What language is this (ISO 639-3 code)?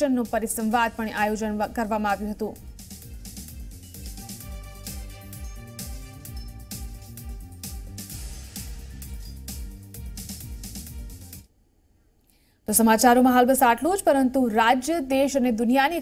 guj